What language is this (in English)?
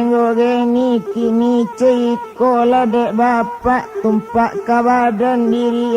Minangkabau